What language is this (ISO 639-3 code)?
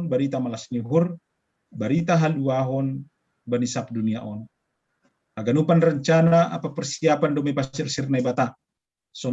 bts